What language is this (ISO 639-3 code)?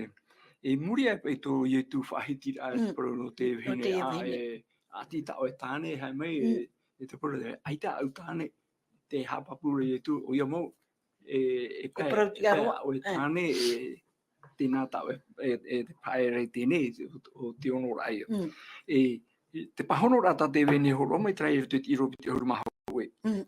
tah